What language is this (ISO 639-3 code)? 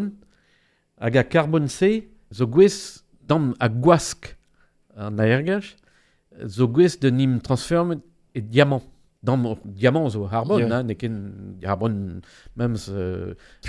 bre